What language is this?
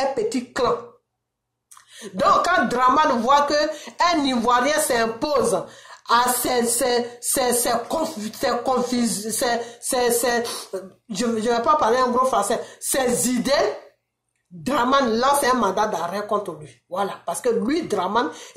French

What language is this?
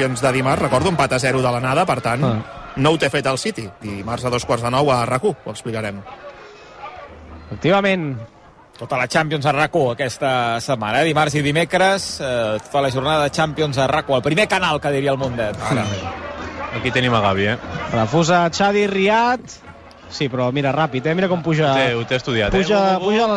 Catalan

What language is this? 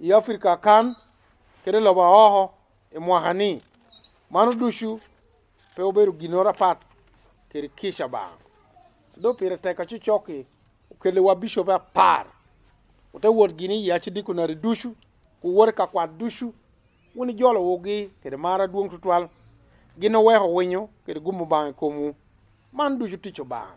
Lango (Uganda)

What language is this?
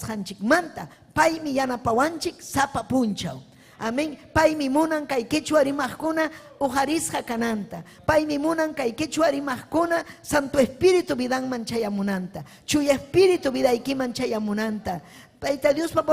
Ayacucho Quechua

